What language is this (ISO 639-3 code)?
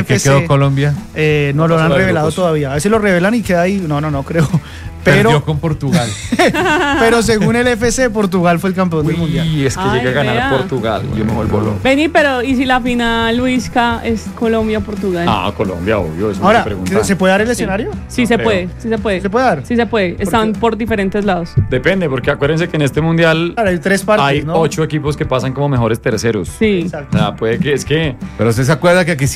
spa